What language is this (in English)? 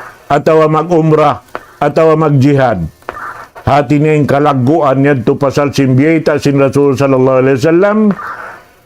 Tausug